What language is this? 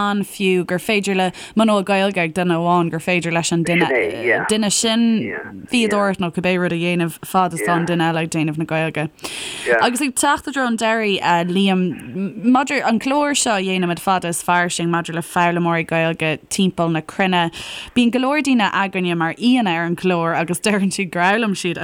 Irish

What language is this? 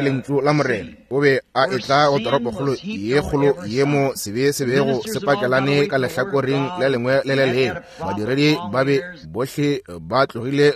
Northern Sotho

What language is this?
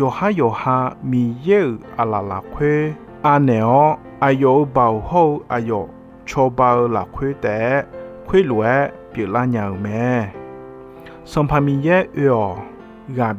Akha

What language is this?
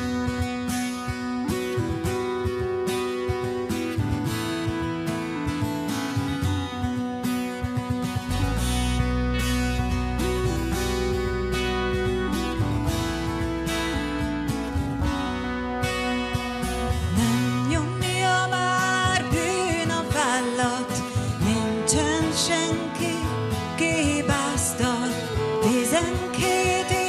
Hungarian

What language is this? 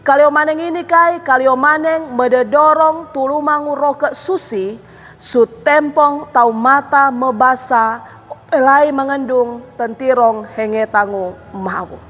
Sangir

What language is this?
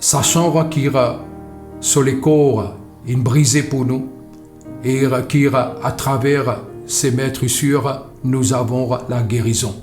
Morisyen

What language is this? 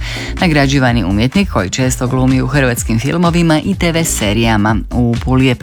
Croatian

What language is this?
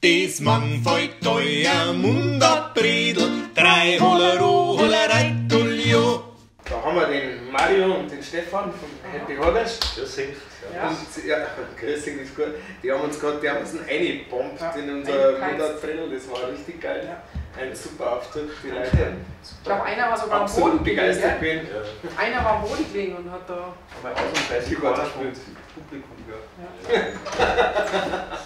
Bavarian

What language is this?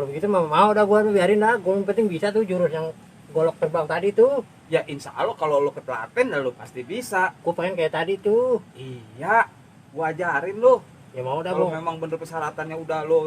Betawi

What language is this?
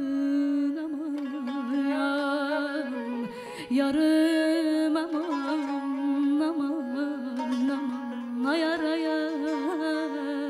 Turkish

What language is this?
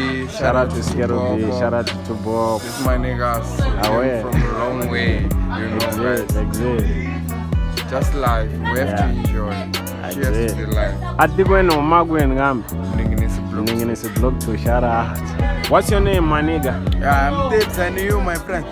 Tsonga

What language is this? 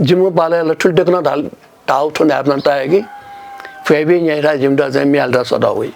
Newari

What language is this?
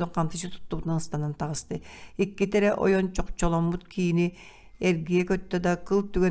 Yakut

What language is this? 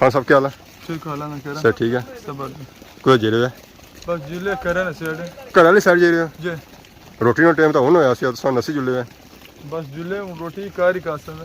Pahari-Potwari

